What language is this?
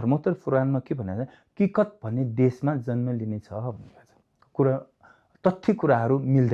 Nepali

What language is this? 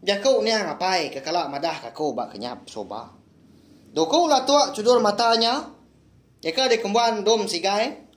Iban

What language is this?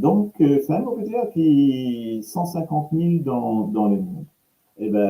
Morisyen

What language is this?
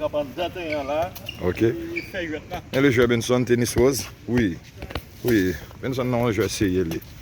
Haitian Creole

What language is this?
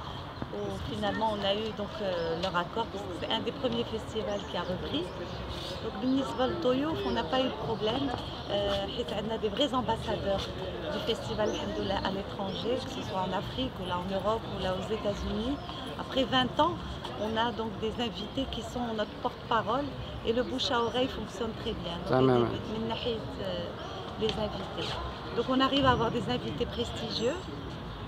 French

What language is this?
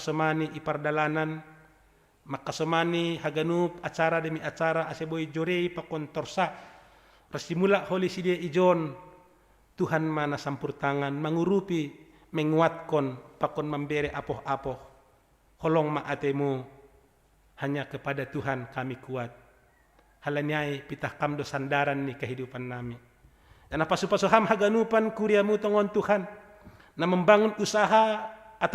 Batak Simalungun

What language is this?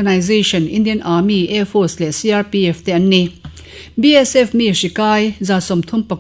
Mizo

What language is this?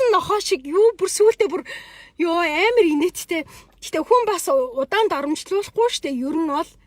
Mongolian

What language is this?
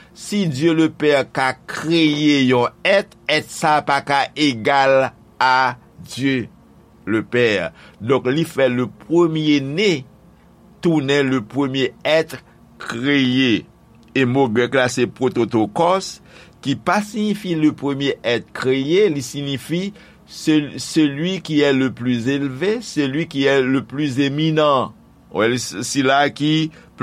Haitian Creole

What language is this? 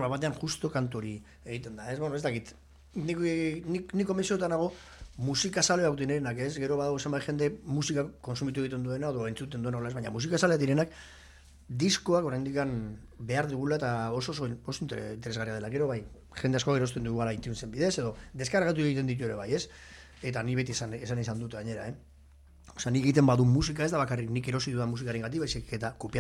Basque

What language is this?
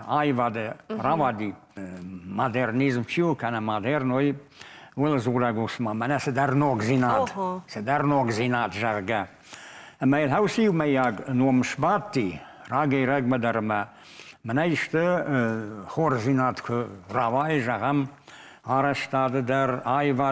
Ossetic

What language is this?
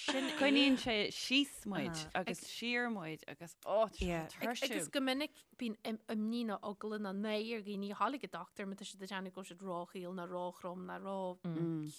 Irish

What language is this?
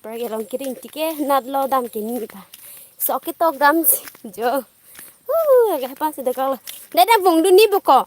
Karbi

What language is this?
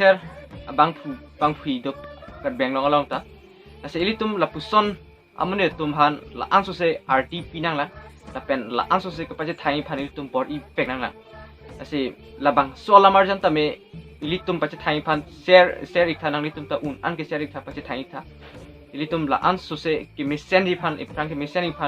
Karbi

